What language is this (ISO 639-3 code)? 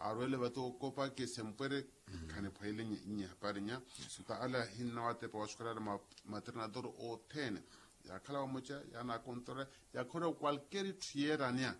vmw